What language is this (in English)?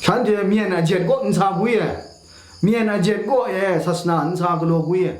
Kachin